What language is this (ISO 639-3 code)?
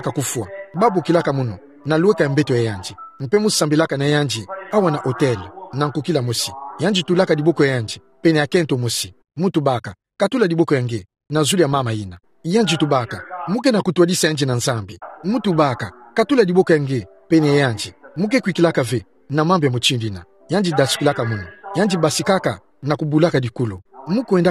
ktu